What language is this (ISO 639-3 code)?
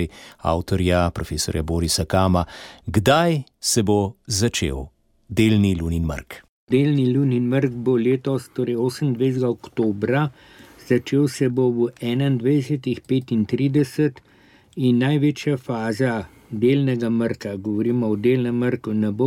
slv